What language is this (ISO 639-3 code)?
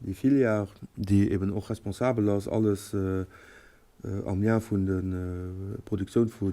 ltz